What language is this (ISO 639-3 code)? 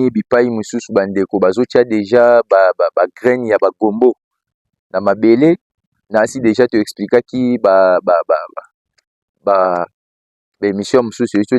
lin